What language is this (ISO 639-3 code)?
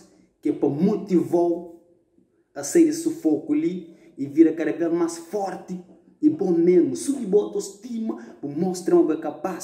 kea